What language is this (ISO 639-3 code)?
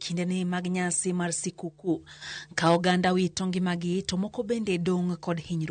luo